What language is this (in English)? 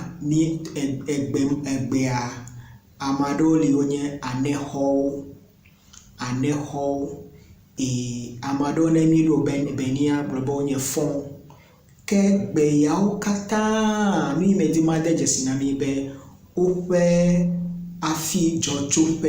Ewe